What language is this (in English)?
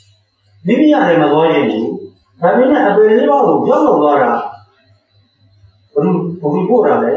Burmese